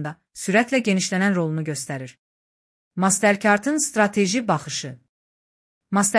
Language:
Azerbaijani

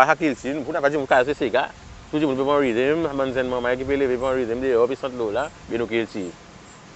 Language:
Seselwa Creole French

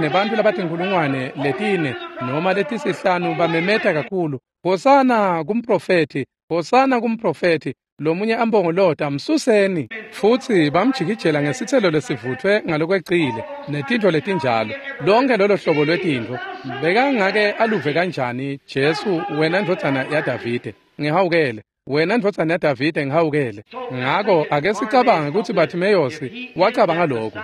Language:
Swati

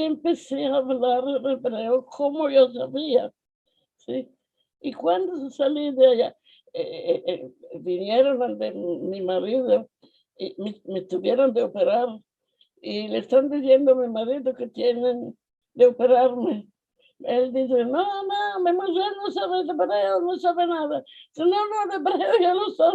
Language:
Ladino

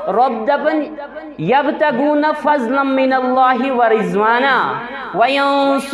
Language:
Kashmiri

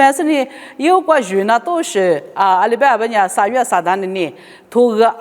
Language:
Lisu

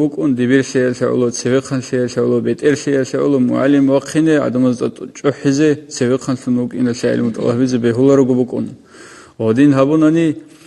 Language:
Avaric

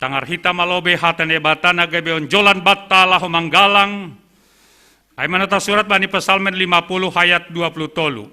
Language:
Batak Simalungun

